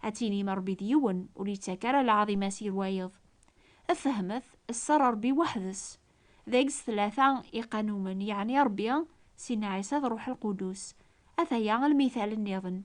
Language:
Kabyle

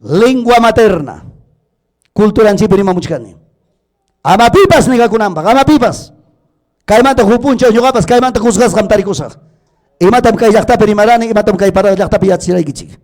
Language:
Ayacucho Quechua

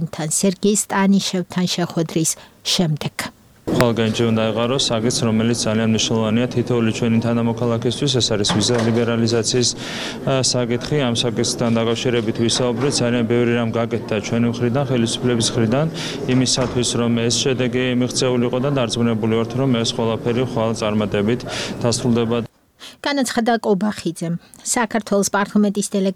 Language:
Georgian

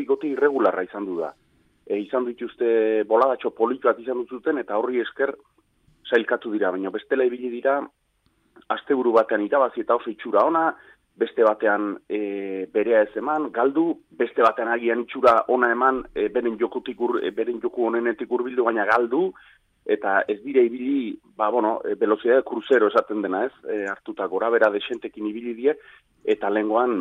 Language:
Basque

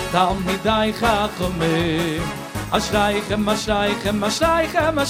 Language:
Hebrew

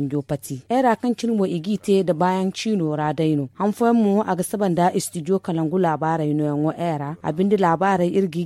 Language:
Zarma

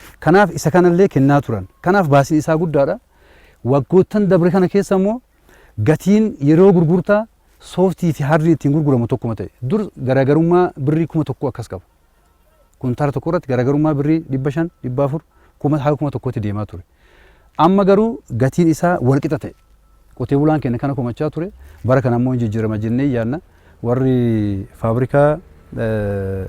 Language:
Oromo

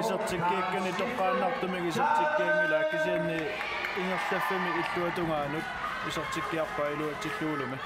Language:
Kalaallisut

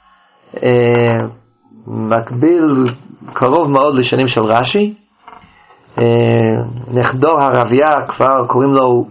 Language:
Hebrew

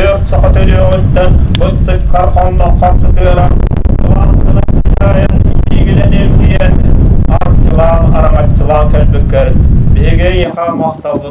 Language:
Yakut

